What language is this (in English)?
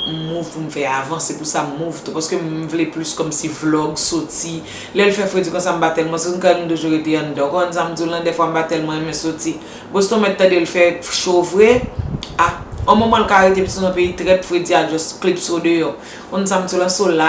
Haitian Creole